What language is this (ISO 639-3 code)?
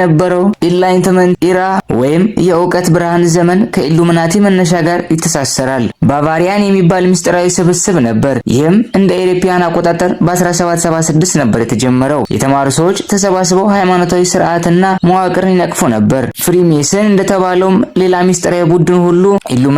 amh